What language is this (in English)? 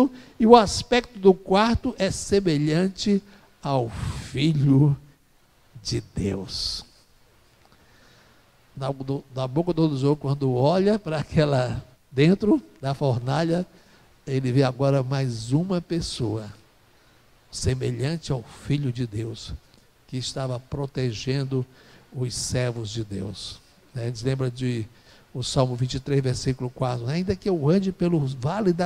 Portuguese